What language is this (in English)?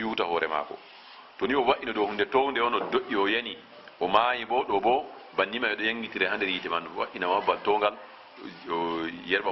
Fula